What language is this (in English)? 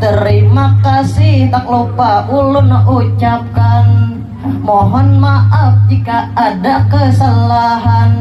Banjar